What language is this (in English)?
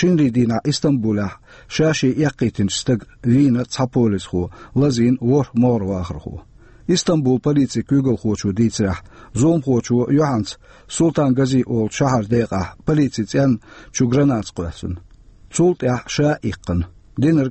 Chechen